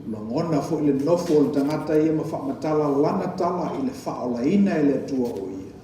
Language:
Samoan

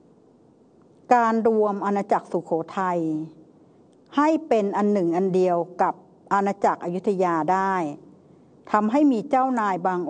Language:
Thai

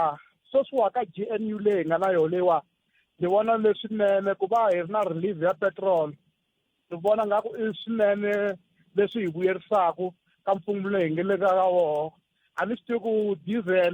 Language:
Tsonga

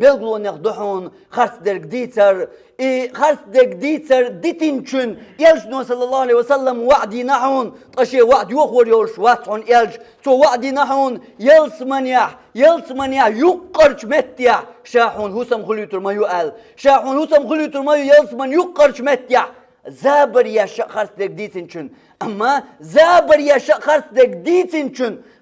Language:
Chechen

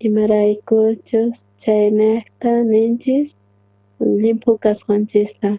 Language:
South Bolivian Quechua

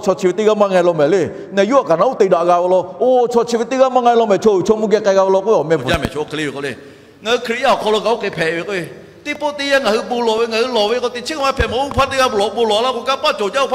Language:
Lahu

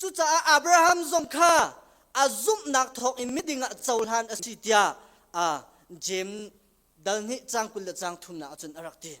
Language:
Hakha Chin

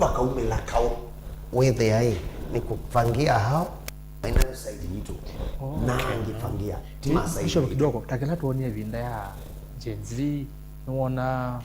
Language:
Kamba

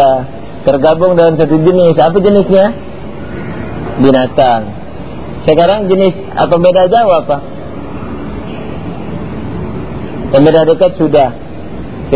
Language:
Indonesian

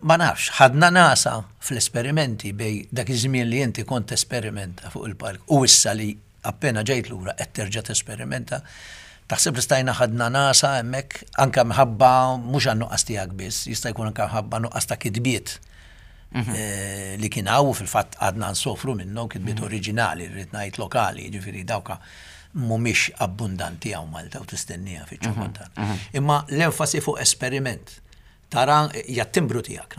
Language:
Maltese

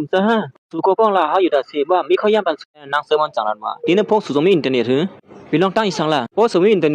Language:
Shan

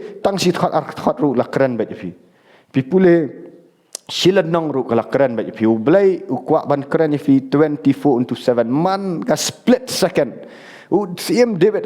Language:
Khasi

